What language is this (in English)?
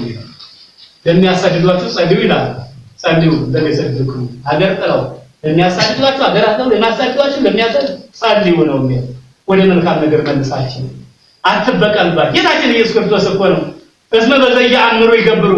Amharic